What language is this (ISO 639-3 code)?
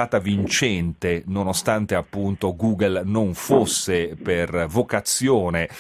ita